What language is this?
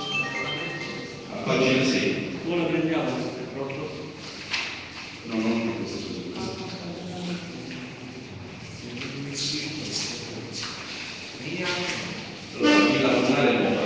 Italian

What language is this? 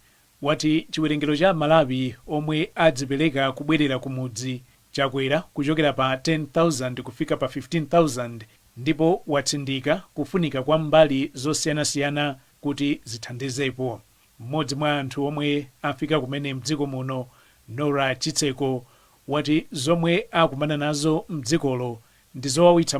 Nyanja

